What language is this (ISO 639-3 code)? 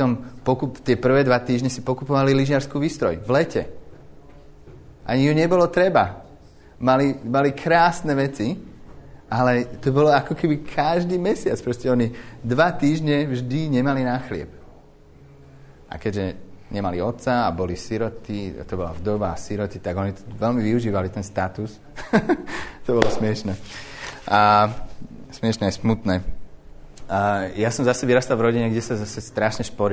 slk